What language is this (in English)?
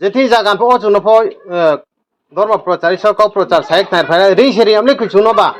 Riang (India)